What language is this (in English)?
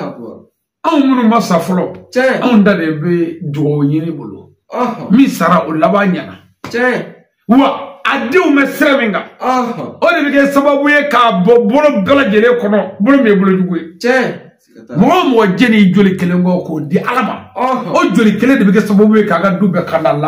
Bambara